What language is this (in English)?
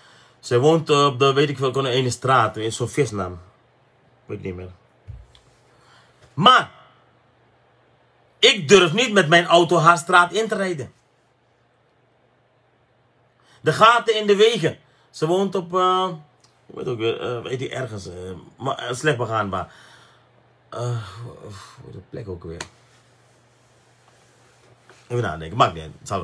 Dutch